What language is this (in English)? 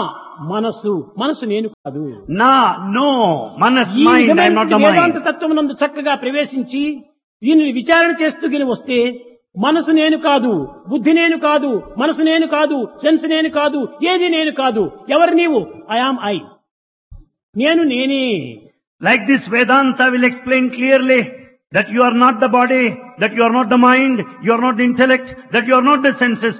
Telugu